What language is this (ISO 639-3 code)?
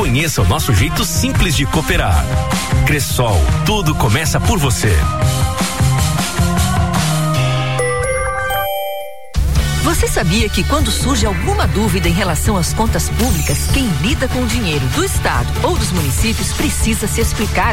por